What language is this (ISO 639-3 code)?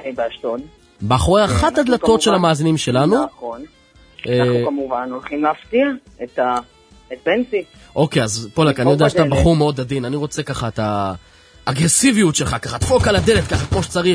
heb